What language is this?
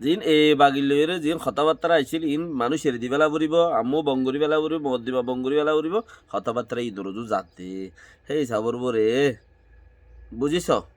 Rohingya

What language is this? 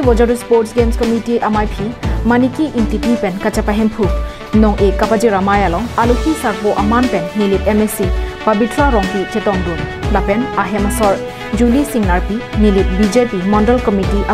Karbi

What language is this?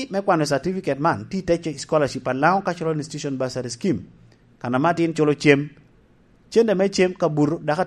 Lango (Uganda)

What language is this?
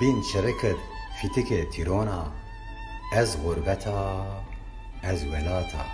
Zaza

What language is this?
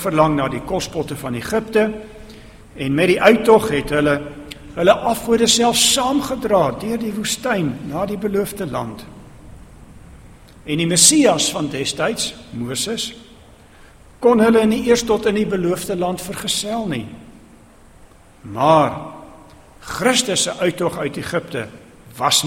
Afrikaans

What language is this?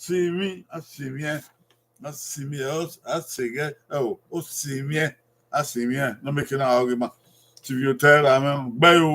Bini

